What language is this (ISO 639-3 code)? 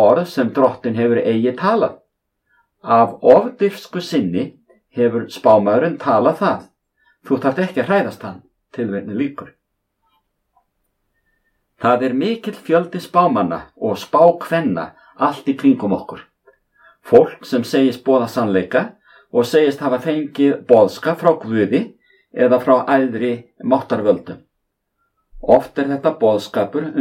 isl